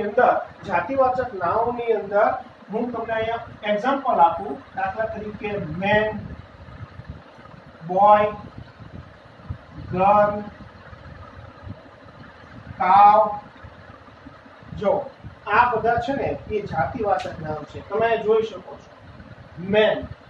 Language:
Gujarati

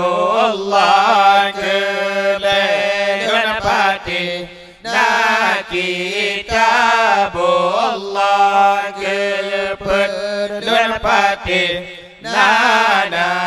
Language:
Achinese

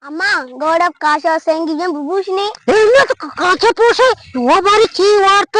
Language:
Eastern Balochi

